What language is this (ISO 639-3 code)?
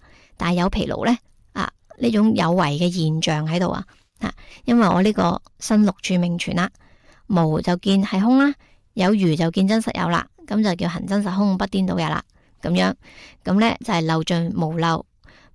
yue